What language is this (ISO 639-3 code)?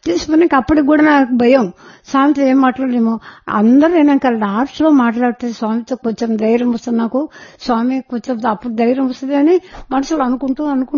tel